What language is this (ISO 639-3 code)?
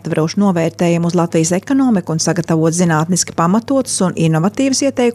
lav